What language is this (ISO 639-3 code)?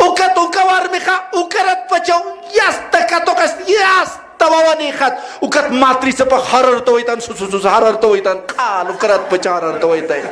aym